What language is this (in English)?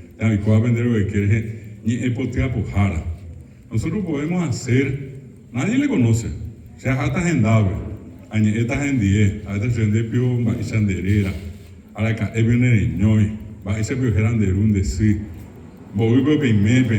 Guarani